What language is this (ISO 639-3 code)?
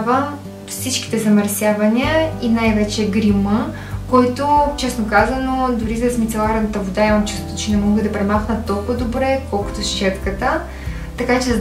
bul